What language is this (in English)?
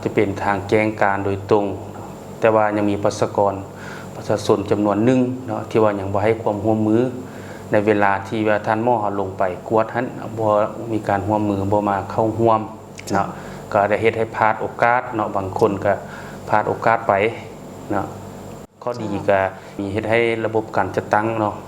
Lao